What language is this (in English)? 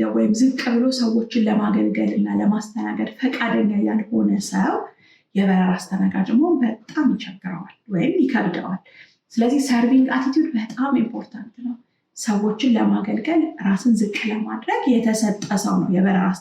Amharic